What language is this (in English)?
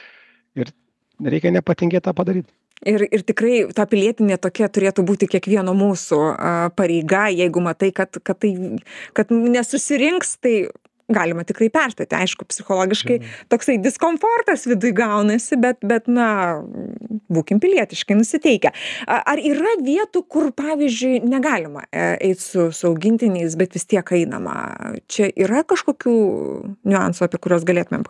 Lithuanian